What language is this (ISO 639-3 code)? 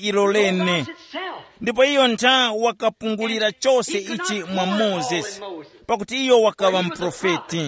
tum